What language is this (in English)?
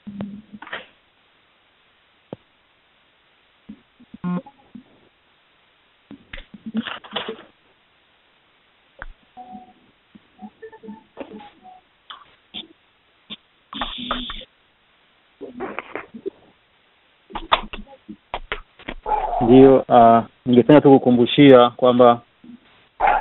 Swahili